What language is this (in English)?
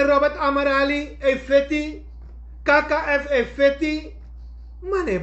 Sranan Tongo